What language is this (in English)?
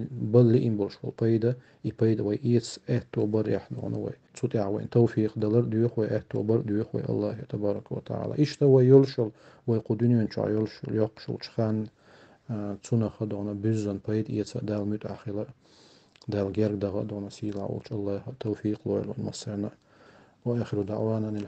Chechen